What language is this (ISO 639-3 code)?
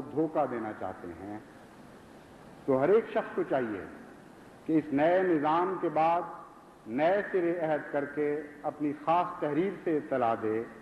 urd